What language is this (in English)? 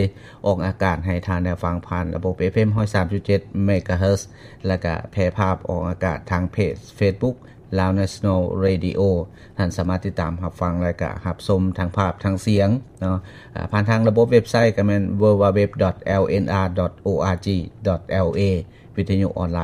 Lao